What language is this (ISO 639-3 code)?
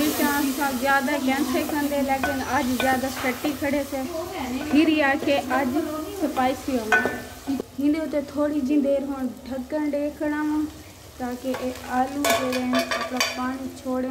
skr